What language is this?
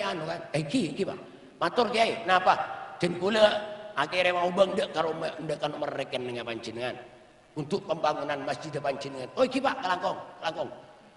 Madurese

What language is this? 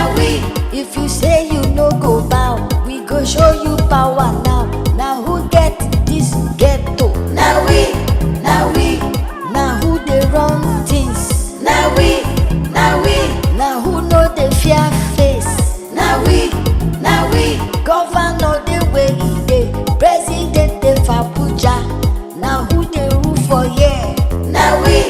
Nigerian Pidgin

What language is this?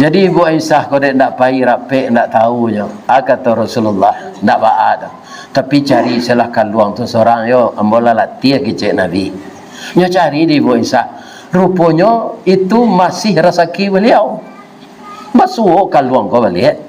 Minangkabau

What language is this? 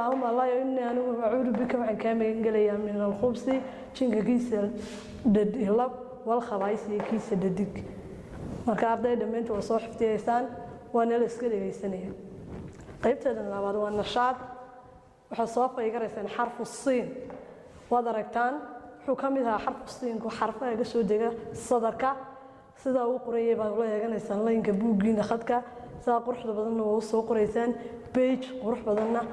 Somali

